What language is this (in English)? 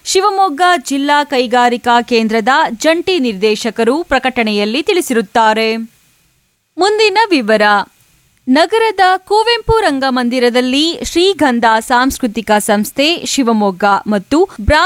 Kannada